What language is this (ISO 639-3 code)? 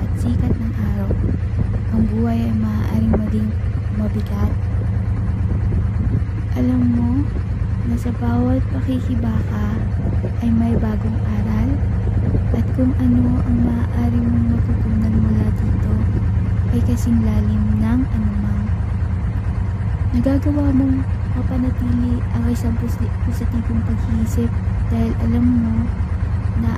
fil